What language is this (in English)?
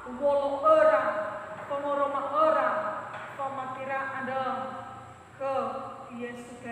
Nias